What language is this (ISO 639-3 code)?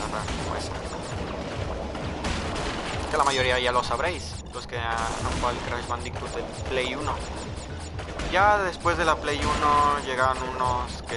spa